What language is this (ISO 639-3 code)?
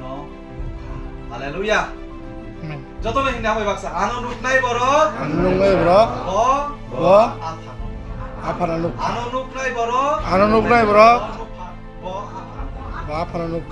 trp